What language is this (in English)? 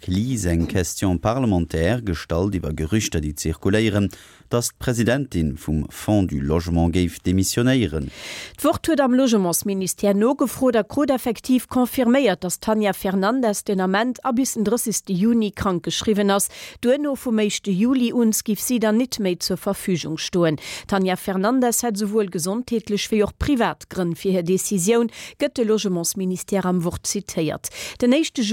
Luxembourgish